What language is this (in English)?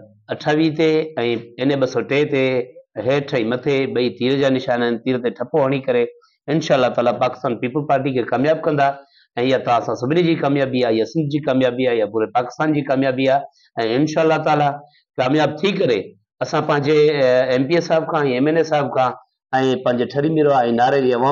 Sindhi